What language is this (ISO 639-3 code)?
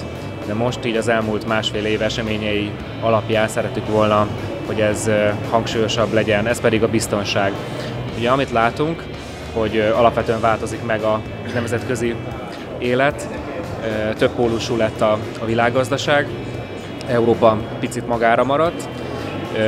hun